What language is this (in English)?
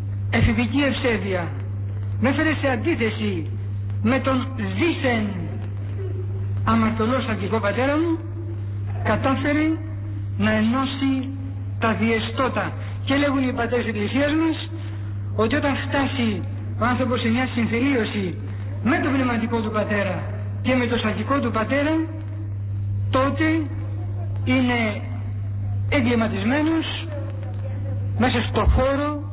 Greek